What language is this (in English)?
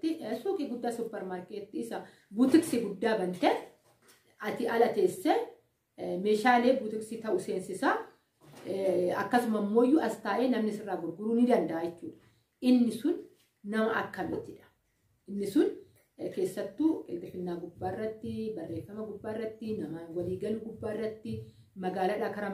Oromo